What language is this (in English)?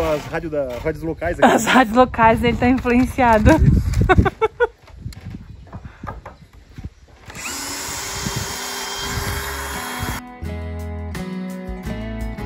Portuguese